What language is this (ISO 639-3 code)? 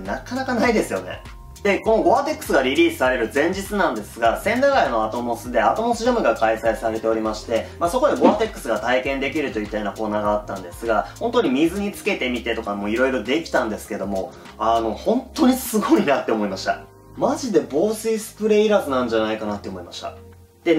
jpn